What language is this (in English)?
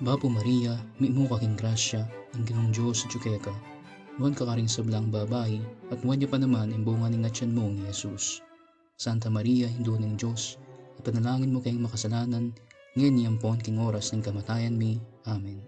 Pampanga